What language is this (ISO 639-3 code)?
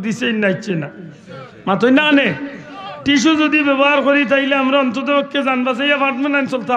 syl